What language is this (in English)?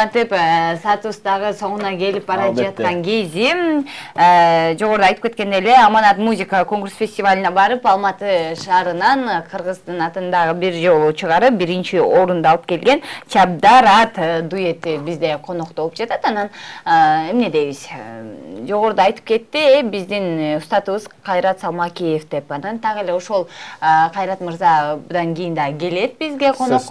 Kyrgyz